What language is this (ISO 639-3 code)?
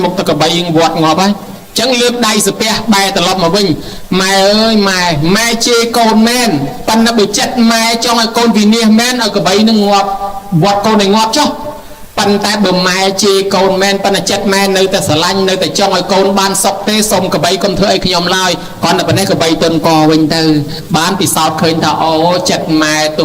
khm